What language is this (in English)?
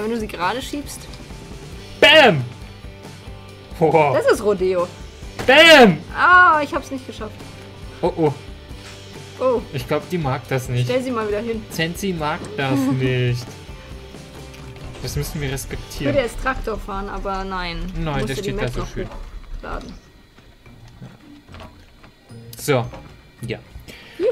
German